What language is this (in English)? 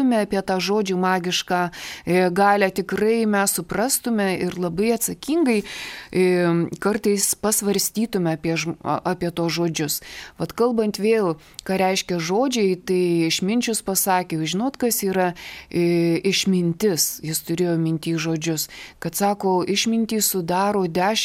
Lithuanian